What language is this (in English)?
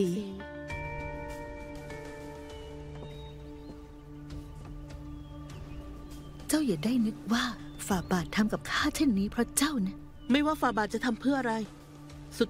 Thai